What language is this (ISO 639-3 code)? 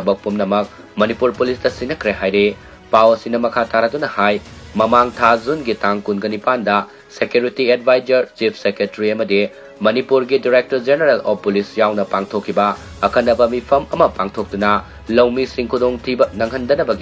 mni